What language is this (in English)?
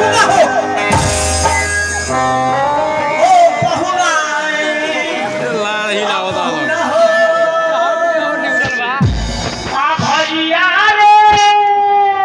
Bhojpuri